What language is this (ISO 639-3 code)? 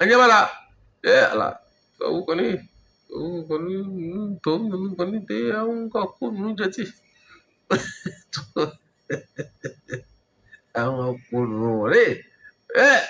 bam